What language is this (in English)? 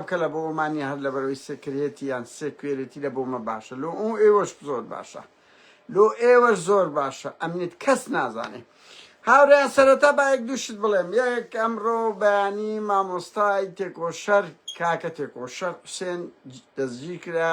Central Kurdish